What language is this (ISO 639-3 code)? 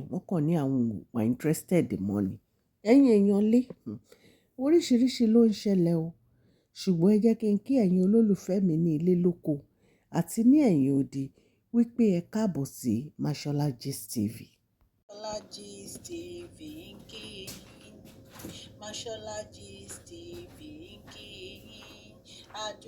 yor